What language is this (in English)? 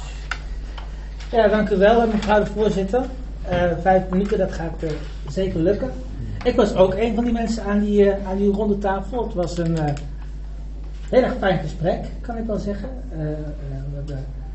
Dutch